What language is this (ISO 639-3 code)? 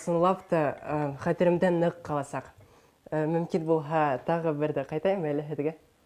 bak